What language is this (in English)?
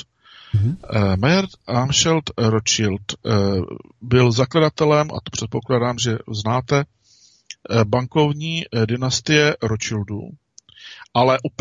Czech